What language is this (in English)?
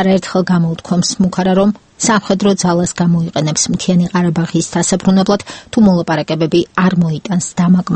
Georgian